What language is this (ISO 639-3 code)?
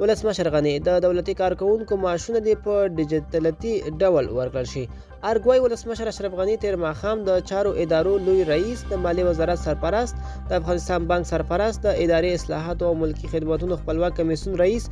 pus